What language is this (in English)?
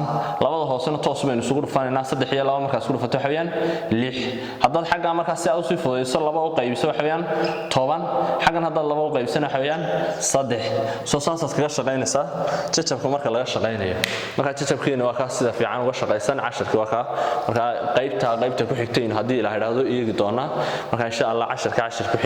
Somali